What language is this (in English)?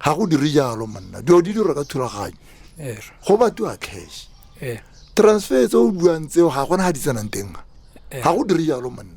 Tswana